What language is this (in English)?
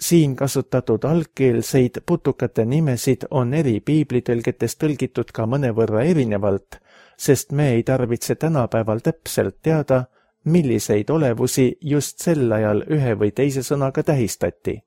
Estonian